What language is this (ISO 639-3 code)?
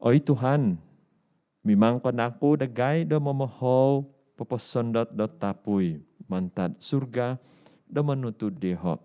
dtp